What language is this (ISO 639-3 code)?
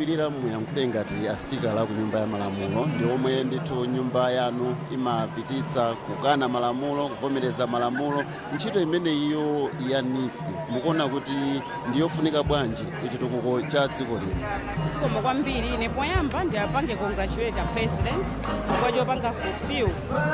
nya